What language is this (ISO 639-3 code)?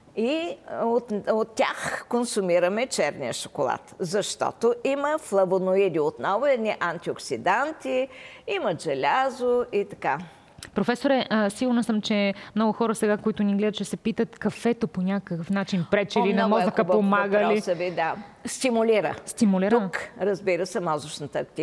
bul